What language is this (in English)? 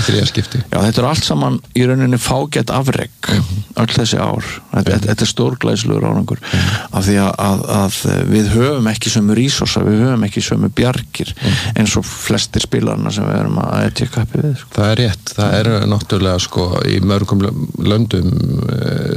Icelandic